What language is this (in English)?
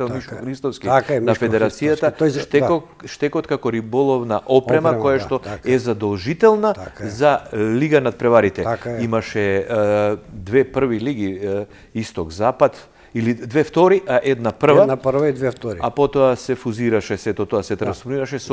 Macedonian